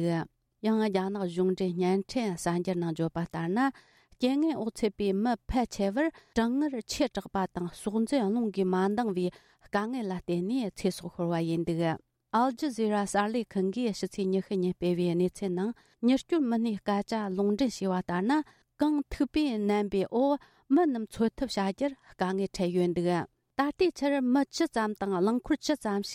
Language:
Tibetan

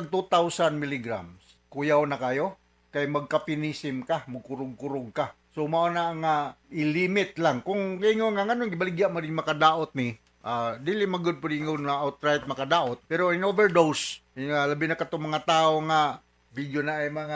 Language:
Cebuano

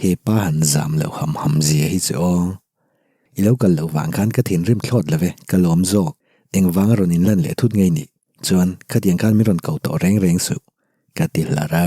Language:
Mizo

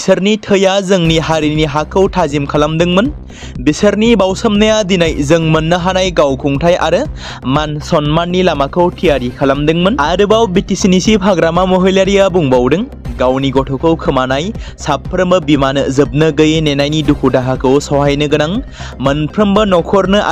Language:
Bodo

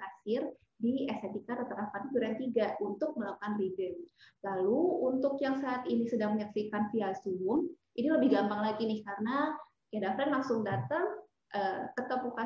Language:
Indonesian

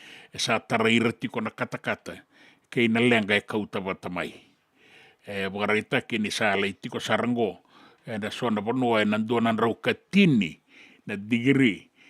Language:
Fijian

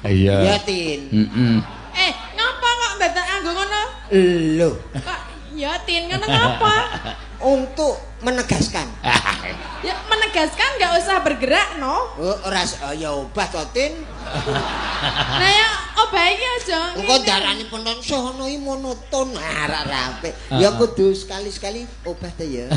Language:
Javanese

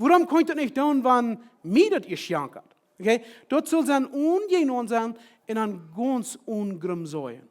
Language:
Plautdietsch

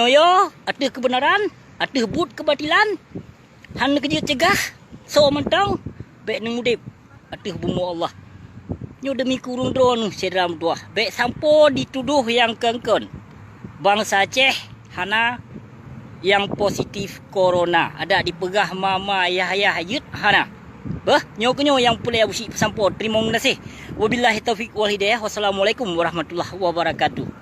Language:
Achinese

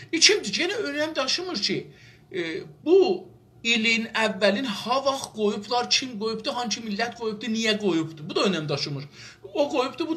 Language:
South Azerbaijani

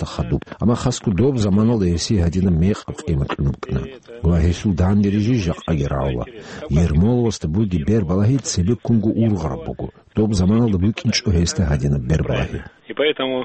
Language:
Avaric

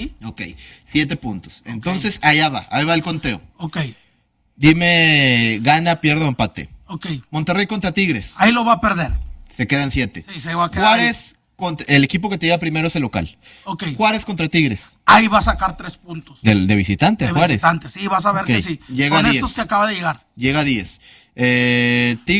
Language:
Spanish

